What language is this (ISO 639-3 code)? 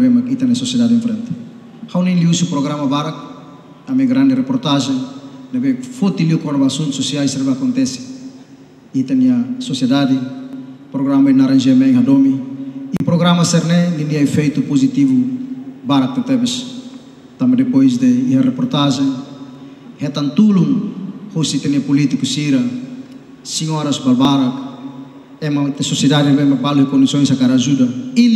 tet